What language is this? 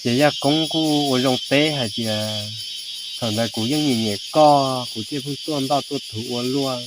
Hmong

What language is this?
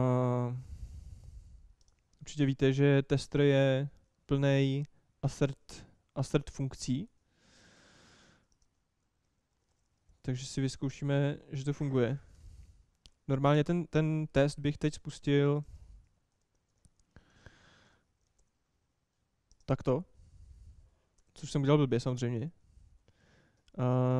Czech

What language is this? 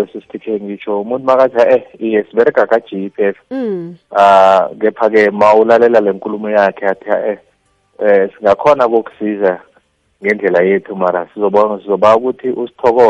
South Ndebele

